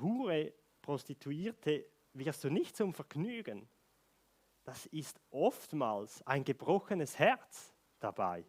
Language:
Swiss German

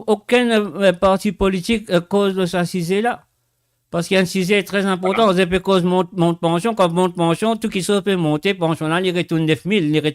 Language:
Morisyen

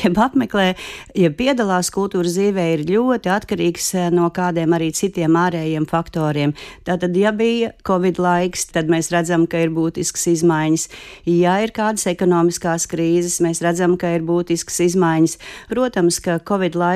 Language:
Latvian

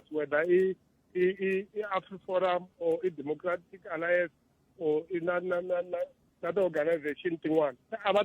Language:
Tsonga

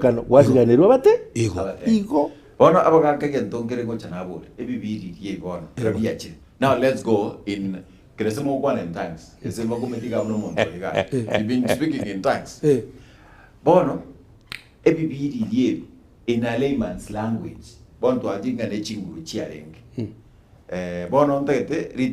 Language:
Gusii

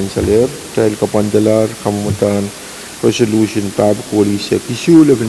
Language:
Pohnpeian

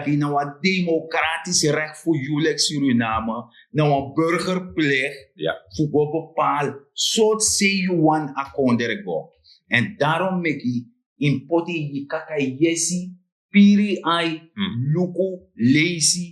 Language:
Sranan Tongo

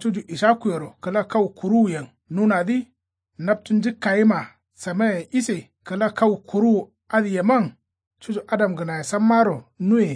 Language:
Kanuri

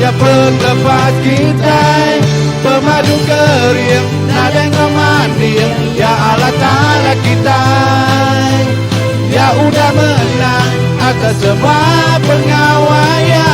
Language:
Iban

